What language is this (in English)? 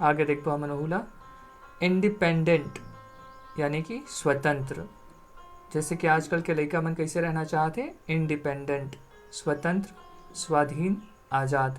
Chhattisgarhi